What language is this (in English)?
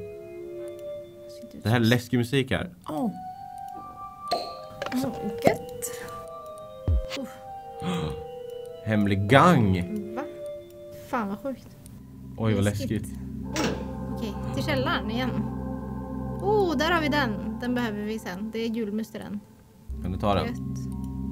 Swedish